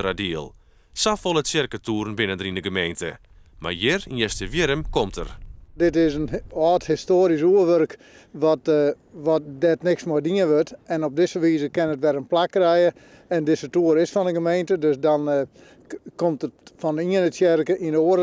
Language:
Western Frisian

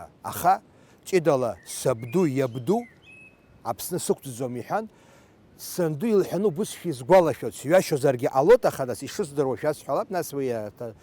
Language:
Abkhazian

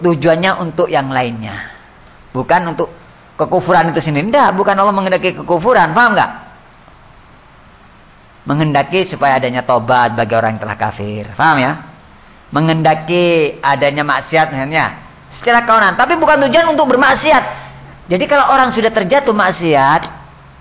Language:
Indonesian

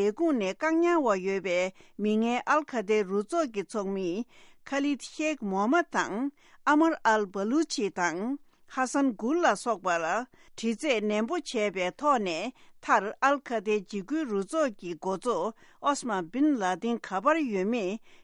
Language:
Tibetan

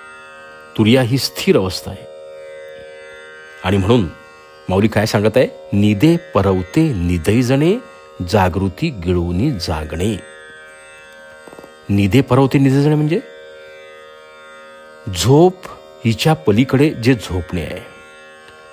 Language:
Marathi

